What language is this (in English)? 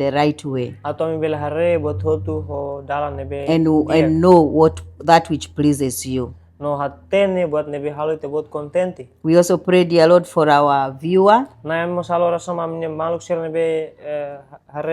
Tetum